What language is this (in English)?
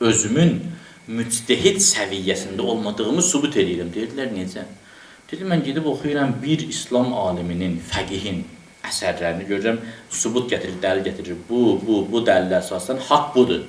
Azerbaijani